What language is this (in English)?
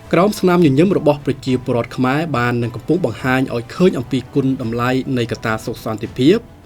Khmer